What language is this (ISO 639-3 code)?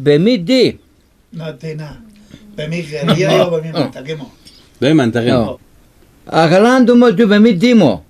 fas